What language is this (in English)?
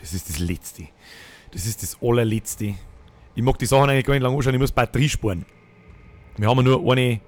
Bavarian